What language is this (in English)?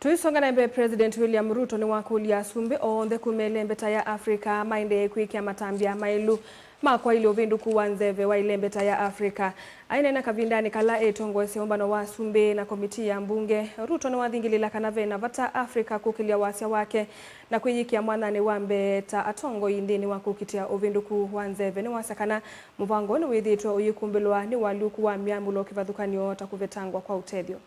Kamba